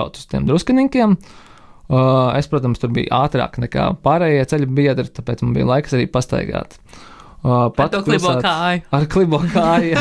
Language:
Latvian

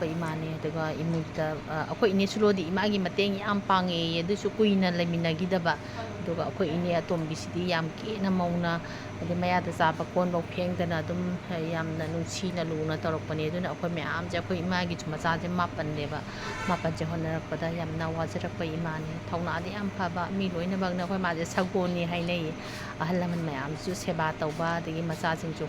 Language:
Manipuri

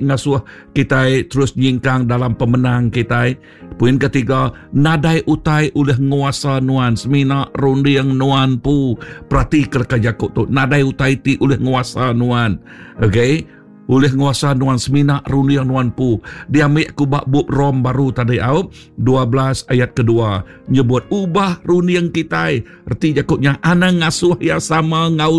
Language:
Iban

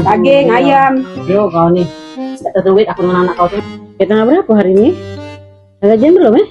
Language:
Musi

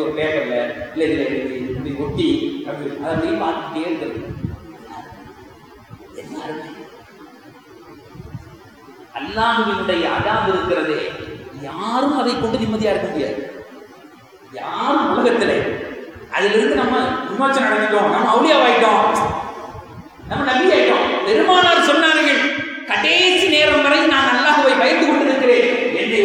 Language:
Tamil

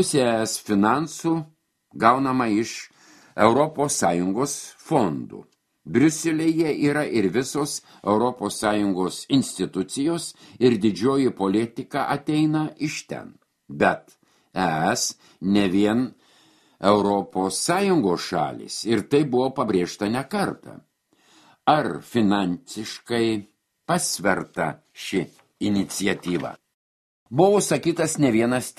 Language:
Lithuanian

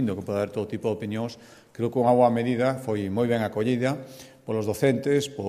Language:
Galician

